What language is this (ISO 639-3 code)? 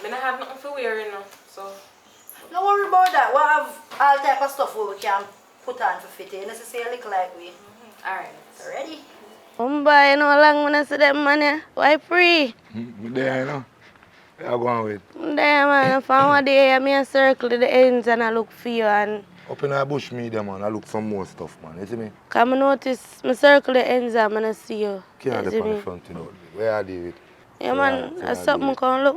jam